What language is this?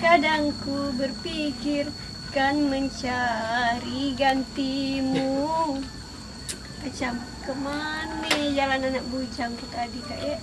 Musi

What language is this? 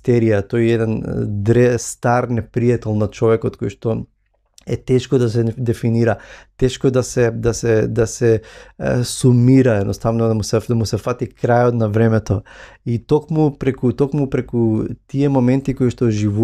Macedonian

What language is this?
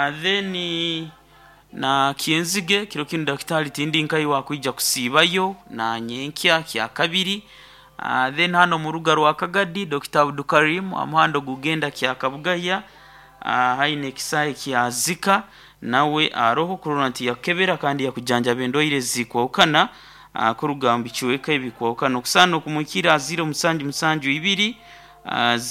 Nyoro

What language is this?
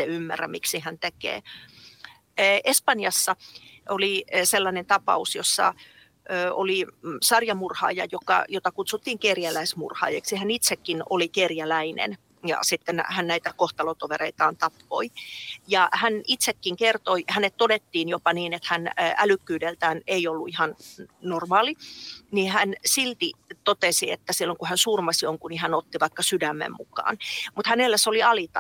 Finnish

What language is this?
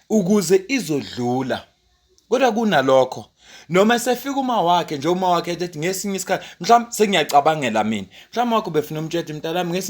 Zulu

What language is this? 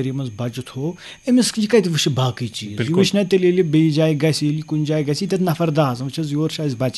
Kashmiri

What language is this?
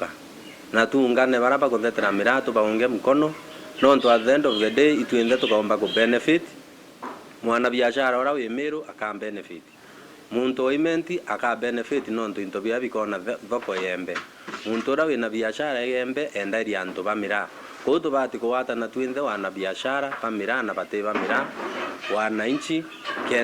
Meru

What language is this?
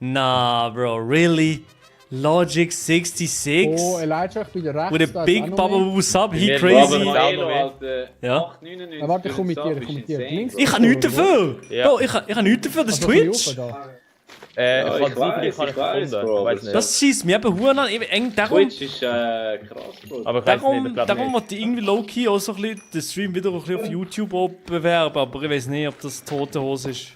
Swiss German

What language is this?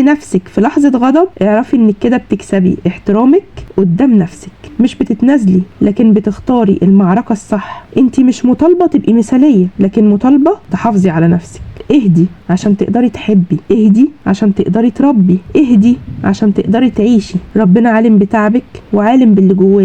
Egyptian Arabic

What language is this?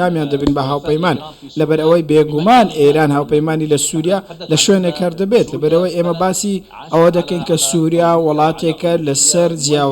Central Kurdish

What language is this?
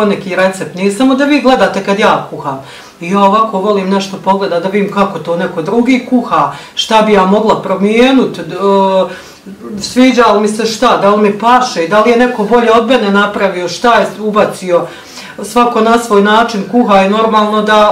Bosnian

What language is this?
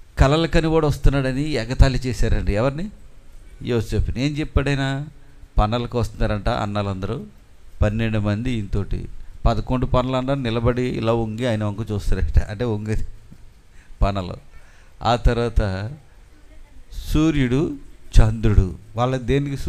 Telugu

